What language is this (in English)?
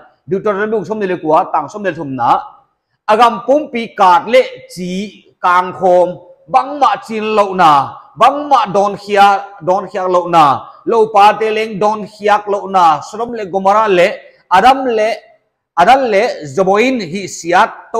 Paite Chin